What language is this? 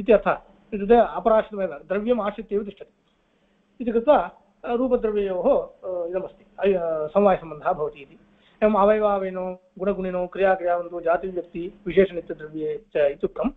Sanskrit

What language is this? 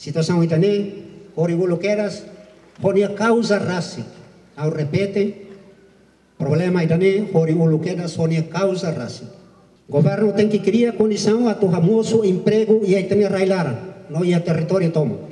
Tetum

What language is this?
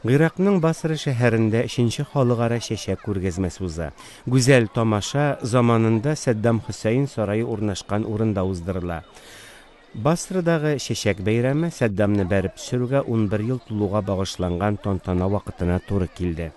Tatar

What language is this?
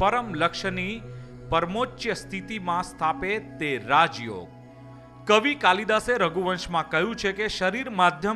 Gujarati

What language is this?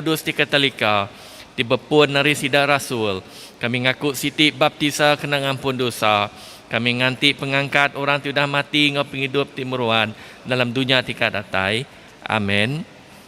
Iban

